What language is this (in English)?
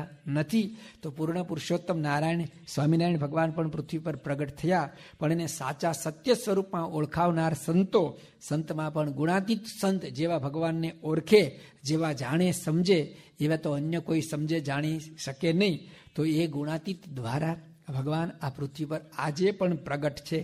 Gujarati